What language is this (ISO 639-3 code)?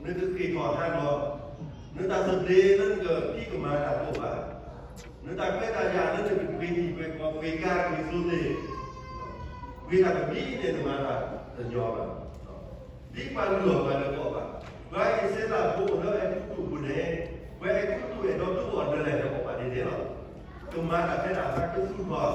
ksw